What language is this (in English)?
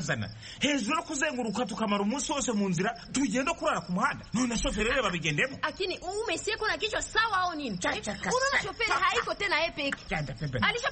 Kinyarwanda